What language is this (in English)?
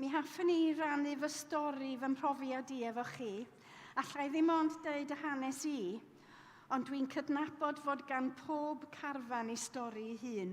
Welsh